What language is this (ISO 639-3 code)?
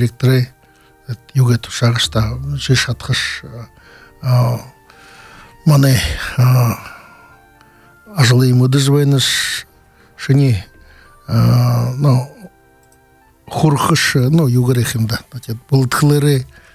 bua